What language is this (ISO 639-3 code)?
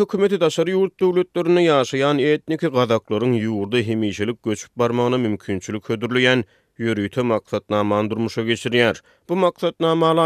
tuk